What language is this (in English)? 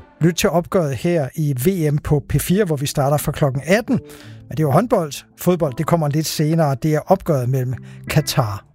Danish